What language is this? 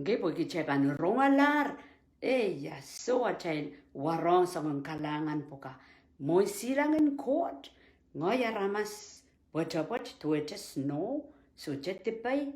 Pohnpeian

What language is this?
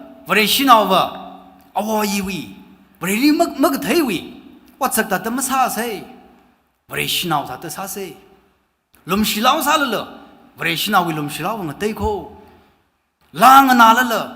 Tangkhul Naga (India)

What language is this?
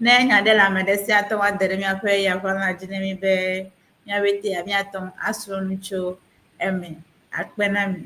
Ewe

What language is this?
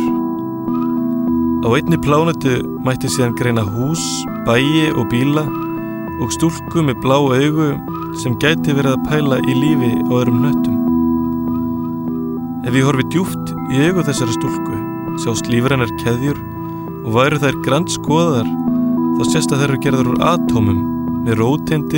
Icelandic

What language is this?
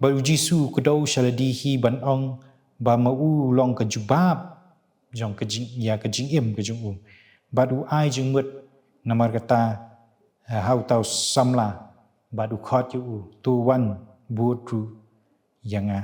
Khasi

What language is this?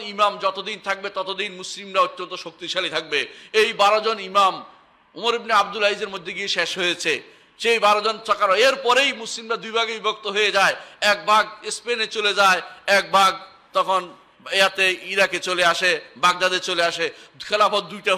Bangla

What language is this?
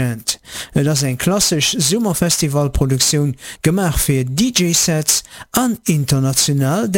Luxembourgish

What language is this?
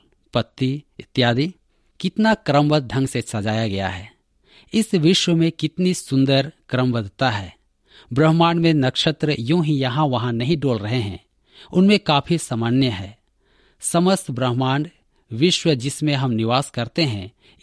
Hindi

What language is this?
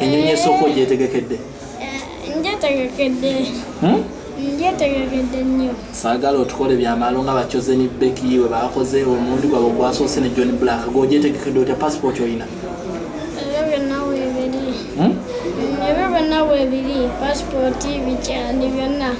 Ganda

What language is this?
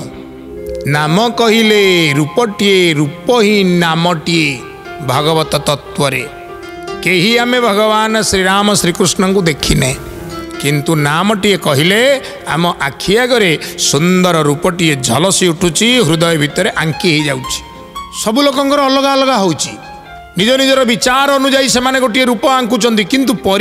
Odia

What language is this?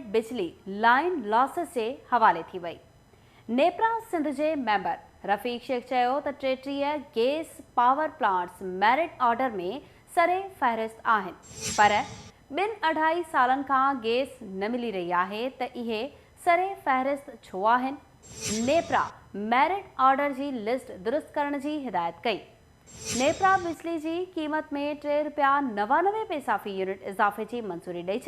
Sindhi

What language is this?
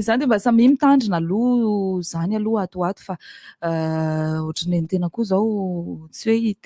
Malagasy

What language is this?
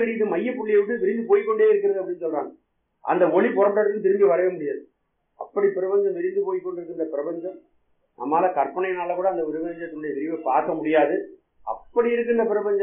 Tamil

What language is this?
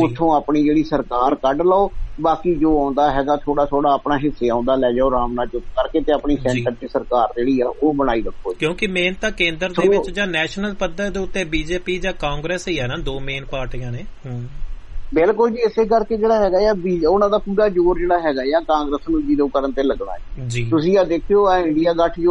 Punjabi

